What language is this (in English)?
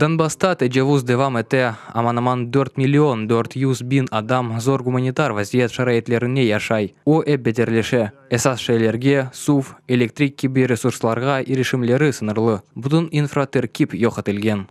Crimean Tatar